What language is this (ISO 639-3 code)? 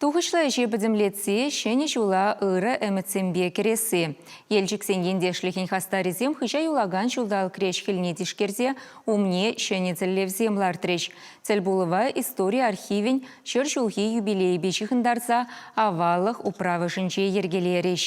chv